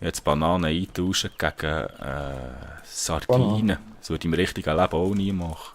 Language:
Swiss German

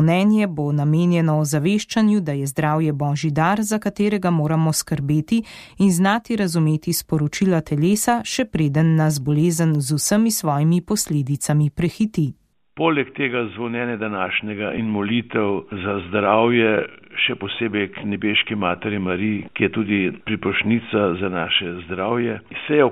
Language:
Slovenian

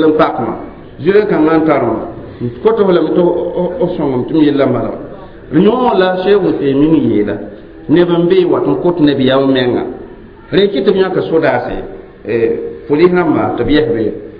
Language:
Mossi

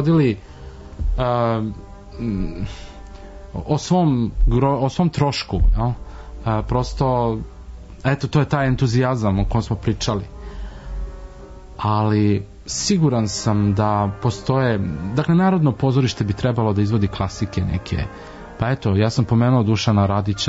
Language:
Serbian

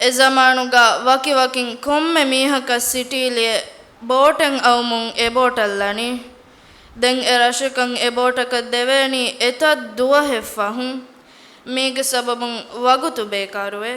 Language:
Divehi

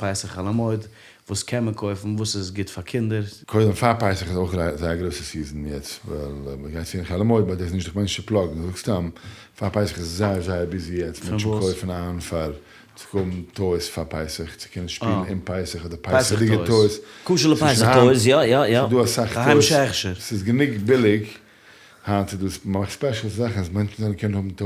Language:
Yiddish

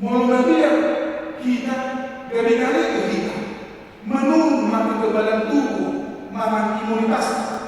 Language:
Batak Toba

